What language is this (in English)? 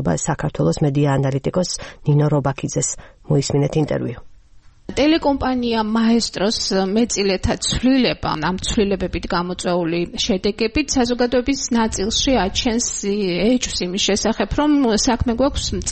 Georgian